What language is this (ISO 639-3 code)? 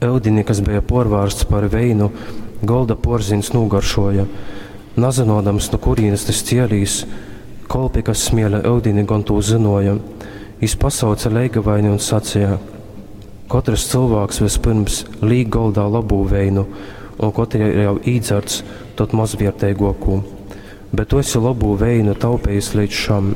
ltg